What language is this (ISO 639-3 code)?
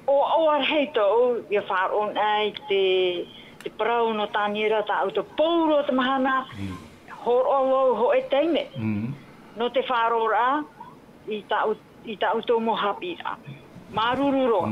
tah